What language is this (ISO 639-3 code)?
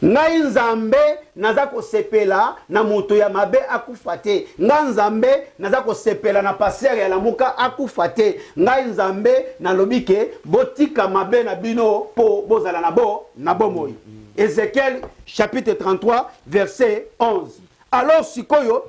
lin